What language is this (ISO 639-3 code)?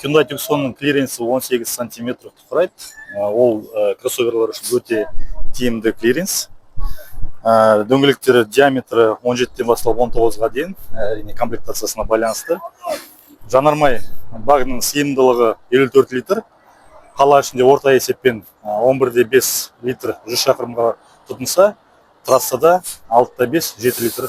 kaz